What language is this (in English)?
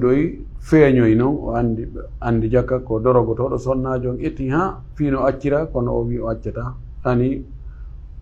Fula